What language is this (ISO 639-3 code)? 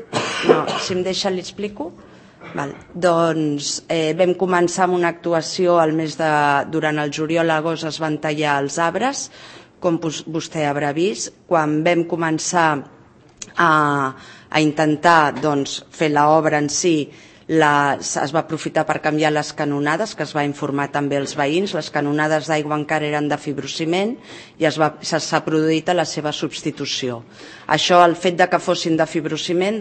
cat